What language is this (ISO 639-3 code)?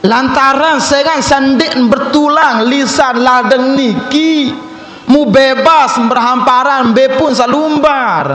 sas